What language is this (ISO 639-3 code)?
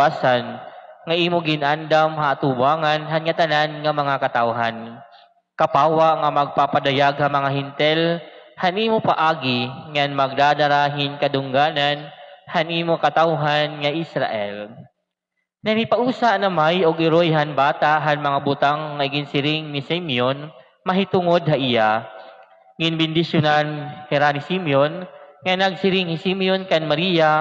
war